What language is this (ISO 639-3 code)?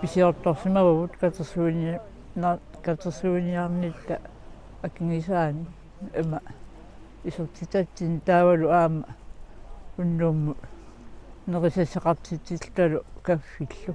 kal